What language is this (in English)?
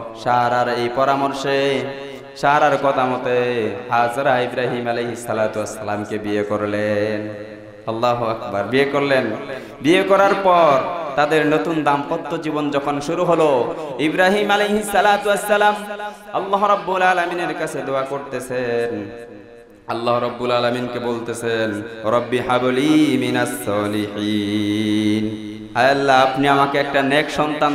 Bangla